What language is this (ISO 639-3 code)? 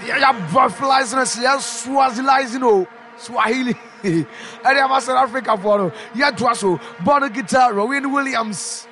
aka